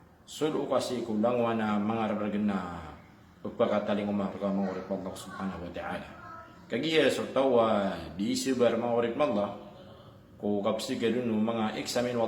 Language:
Maranao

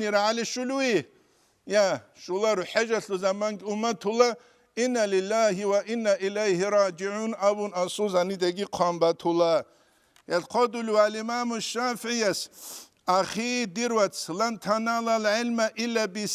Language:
Avaric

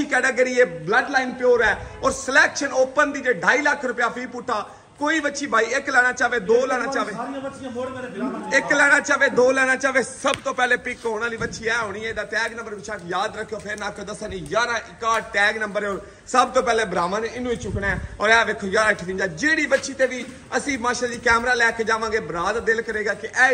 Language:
Punjabi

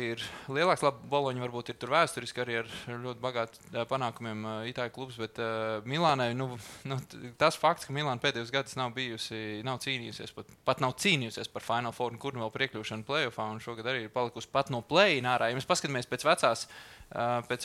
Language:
Latvian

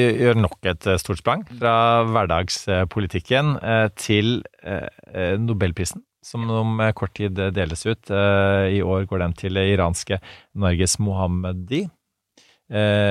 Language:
Norwegian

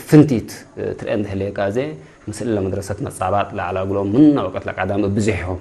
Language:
Tigre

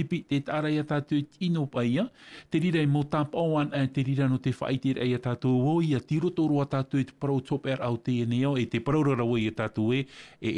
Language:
Tahitian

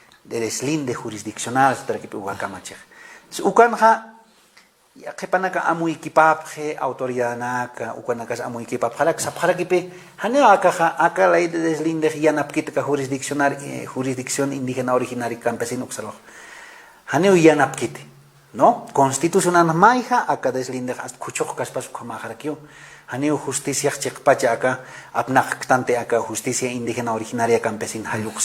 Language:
Aymara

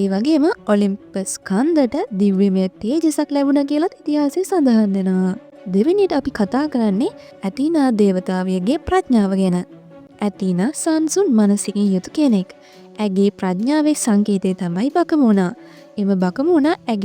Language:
Sinhala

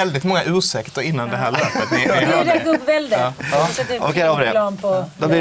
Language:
Swedish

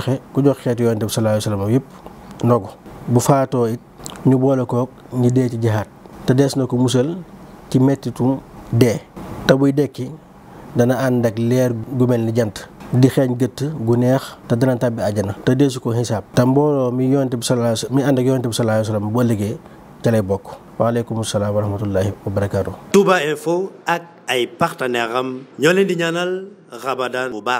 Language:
Wolof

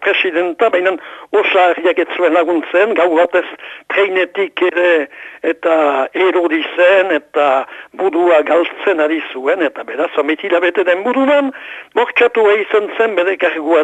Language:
Basque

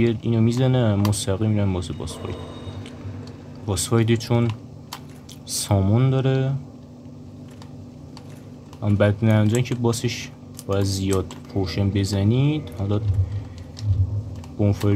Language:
Persian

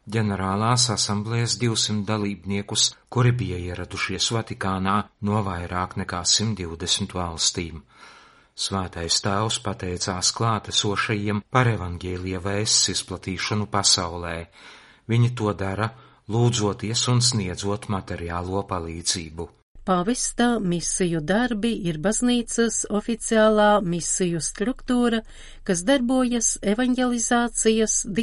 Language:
Latvian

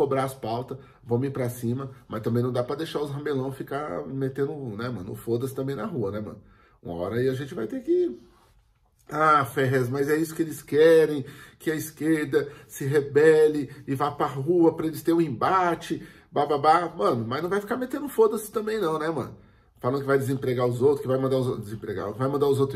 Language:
Portuguese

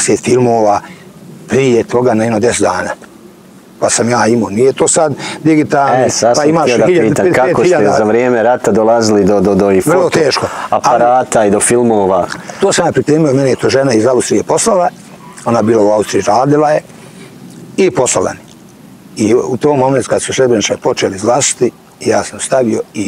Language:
Bosnian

